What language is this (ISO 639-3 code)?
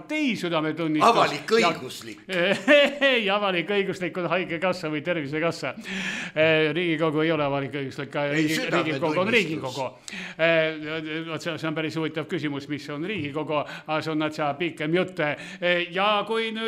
est